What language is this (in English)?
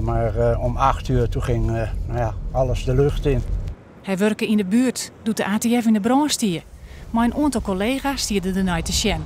Western Frisian